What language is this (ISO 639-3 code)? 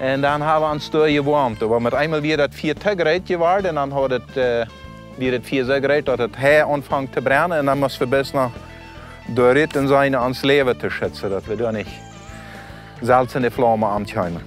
pdt